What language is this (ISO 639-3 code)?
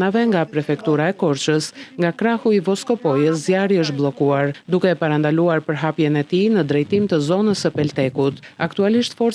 sqi